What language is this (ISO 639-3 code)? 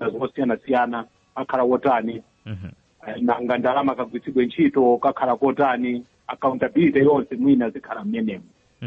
nya